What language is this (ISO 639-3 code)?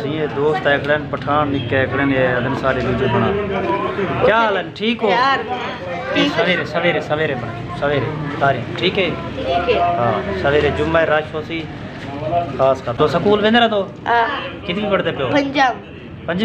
skr